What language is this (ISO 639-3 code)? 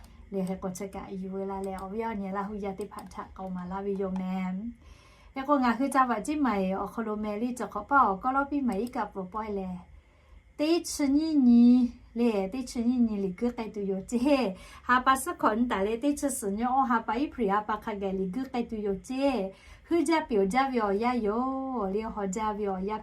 lhu